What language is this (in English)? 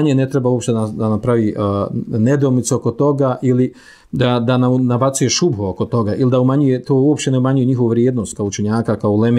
Bosnian